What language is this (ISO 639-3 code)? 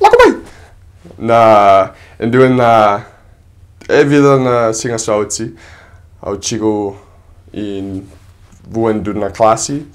fij